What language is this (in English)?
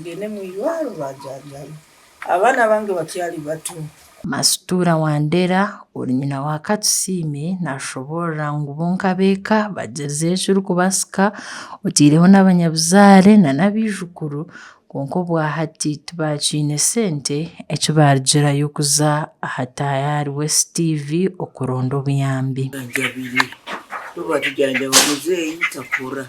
Nyankole